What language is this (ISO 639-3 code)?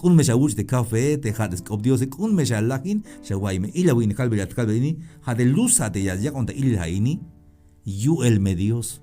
tzh